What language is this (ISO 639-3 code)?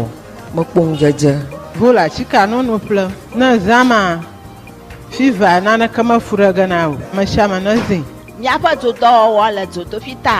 ewe